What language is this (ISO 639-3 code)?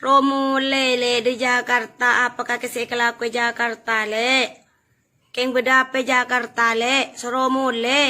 mad